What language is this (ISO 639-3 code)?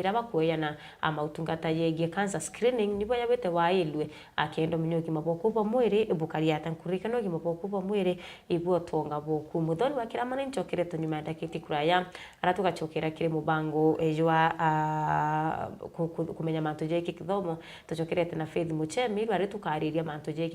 mer